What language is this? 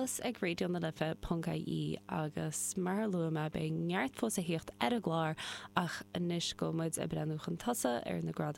Irish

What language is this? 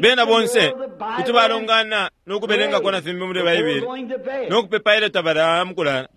Bemba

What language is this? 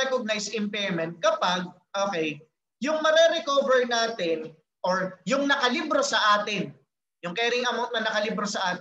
Filipino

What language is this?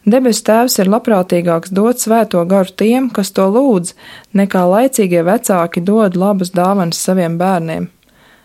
Latvian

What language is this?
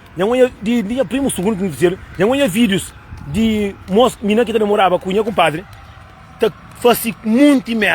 Kabuverdianu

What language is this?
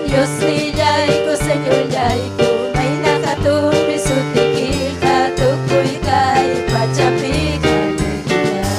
Ayacucho Quechua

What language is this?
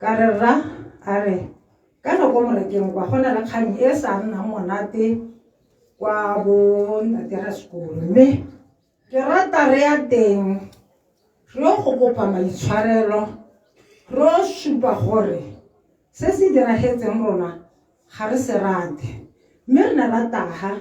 Tswana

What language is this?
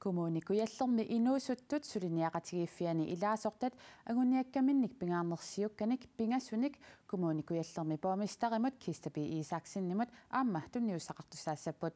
Kalaallisut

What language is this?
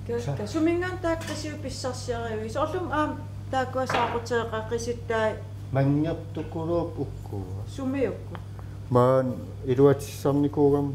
Kalaallisut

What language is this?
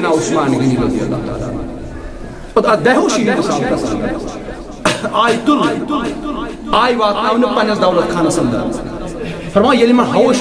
Kashmiri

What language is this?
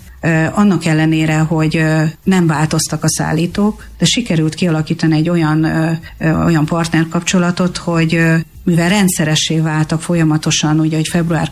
Hungarian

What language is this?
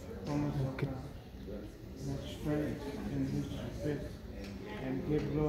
Central Mnong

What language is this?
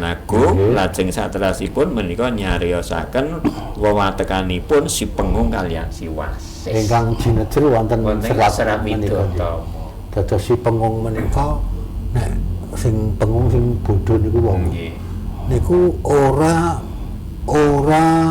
Javanese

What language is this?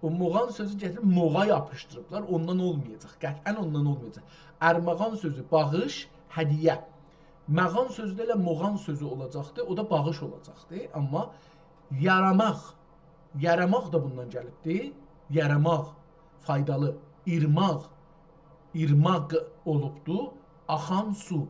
South Azerbaijani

